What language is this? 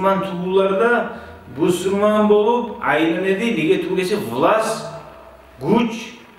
Kumyk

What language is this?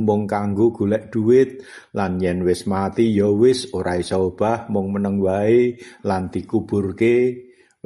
Javanese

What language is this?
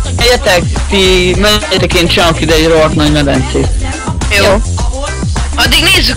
Hungarian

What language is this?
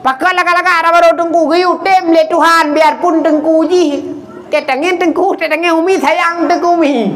Achinese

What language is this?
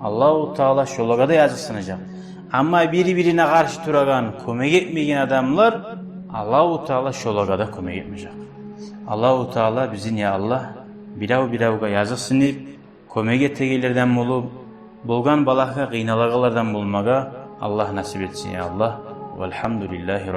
Kumyk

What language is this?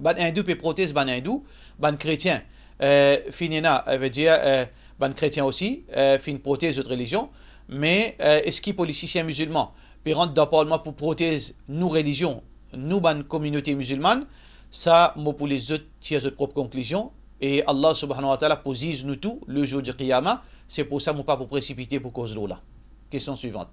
Morisyen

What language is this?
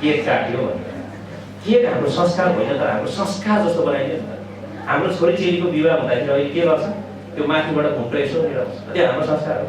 Nepali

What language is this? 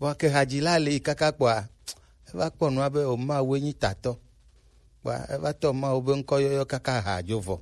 Gen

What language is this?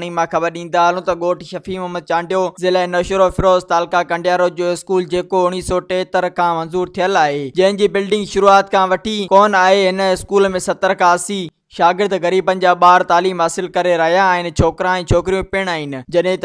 Sindhi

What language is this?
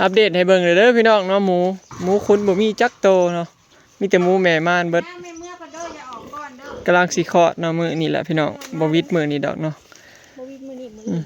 Northeastern Thai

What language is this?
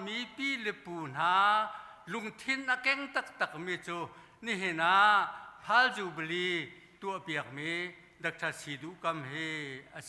Hakha Chin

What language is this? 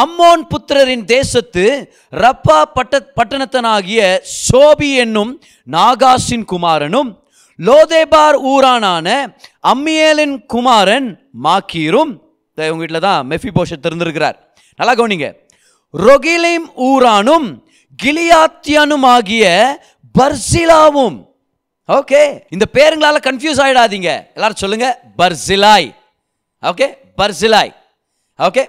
Tamil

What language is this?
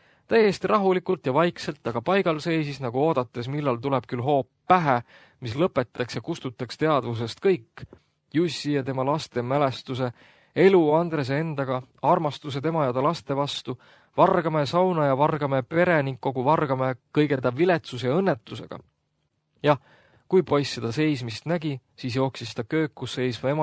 Estonian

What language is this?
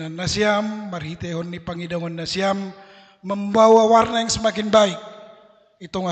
Batak Simalungun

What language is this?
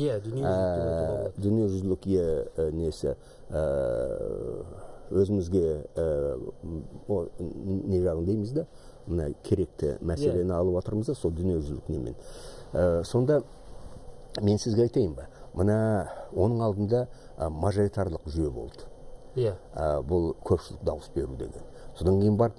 Kazakh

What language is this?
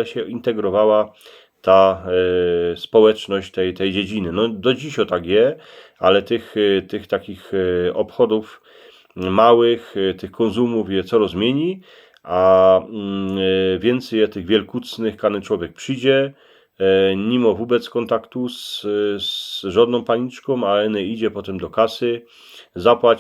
Silesian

